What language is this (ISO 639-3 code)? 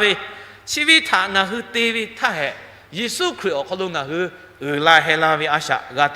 lhu